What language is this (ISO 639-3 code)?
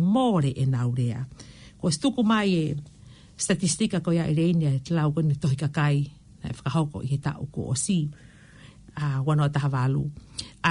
ton